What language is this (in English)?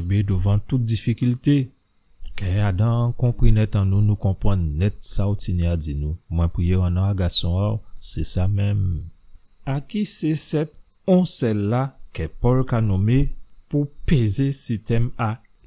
Guadeloupean Creole French